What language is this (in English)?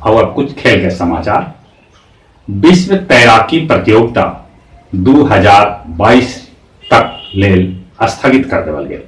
Magahi